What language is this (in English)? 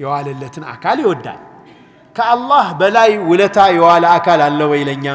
Amharic